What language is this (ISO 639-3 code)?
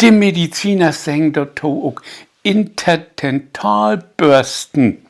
nds